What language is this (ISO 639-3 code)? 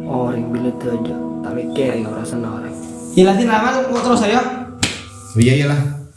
mad